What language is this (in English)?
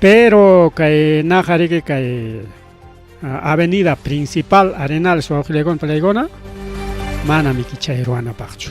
Ayacucho Quechua